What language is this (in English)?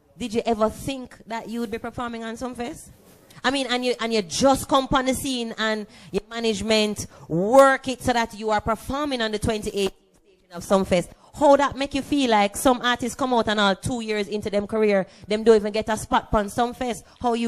Jamaican Creole English